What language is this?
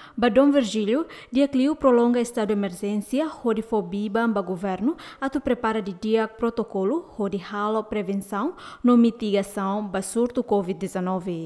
Tetum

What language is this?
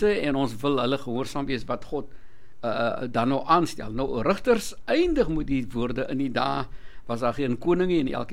Afrikaans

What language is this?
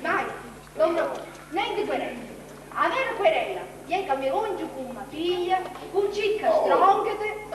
Sicilian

